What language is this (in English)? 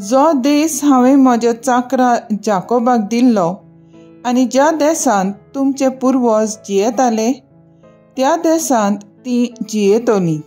Konkani